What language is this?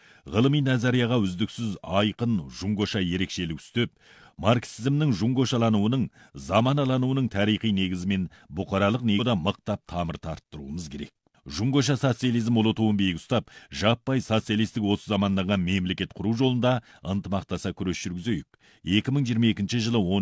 Kazakh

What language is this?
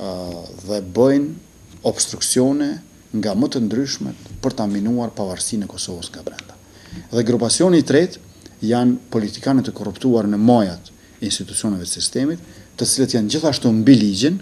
Albanian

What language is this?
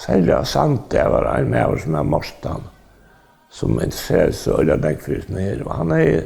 Faroese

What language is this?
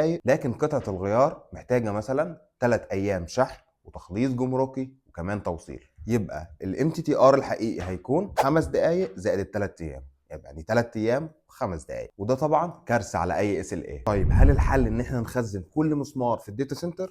Egyptian Arabic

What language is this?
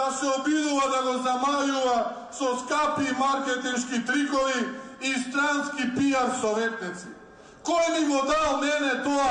Macedonian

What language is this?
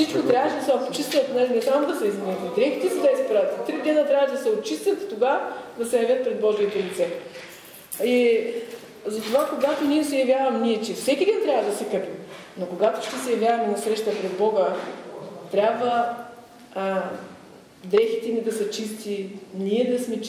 Bulgarian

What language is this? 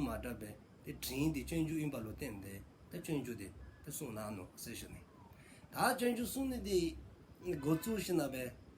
Dzongkha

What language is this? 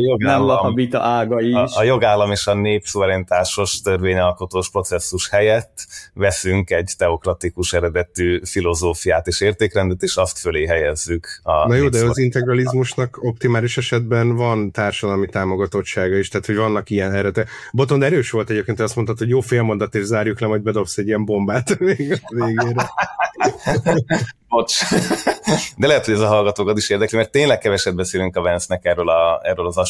Hungarian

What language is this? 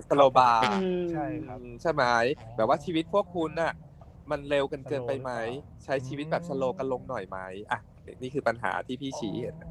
Thai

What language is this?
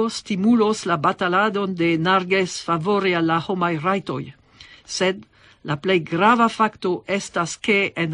Esperanto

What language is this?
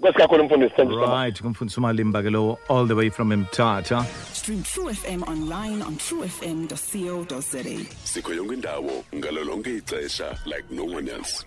Xhosa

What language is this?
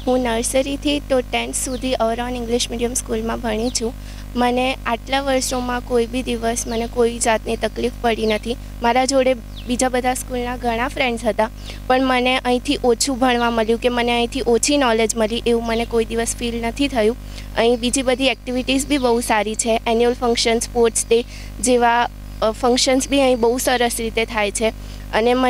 Gujarati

